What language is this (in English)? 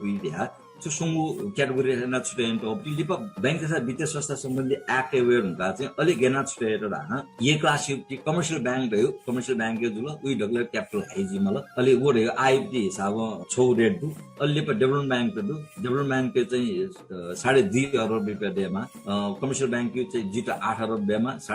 Newari